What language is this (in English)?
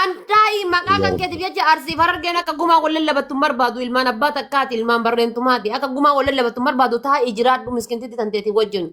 Oromo